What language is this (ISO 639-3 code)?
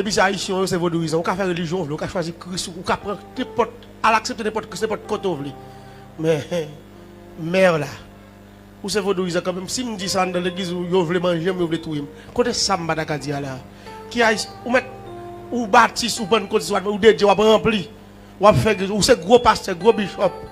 hat